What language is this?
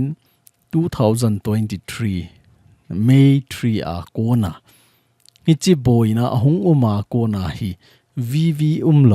Thado Chin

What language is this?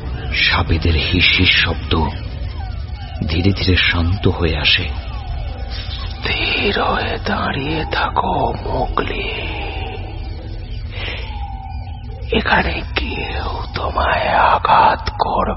Bangla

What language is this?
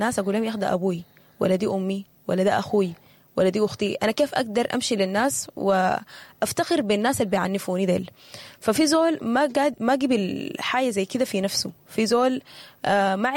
Sudanese Arabic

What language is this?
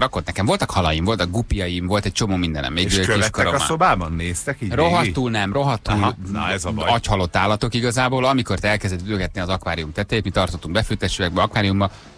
Hungarian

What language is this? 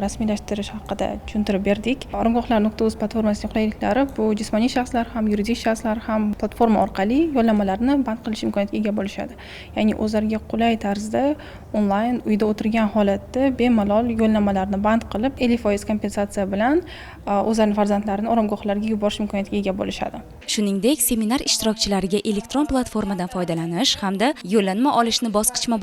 Uzbek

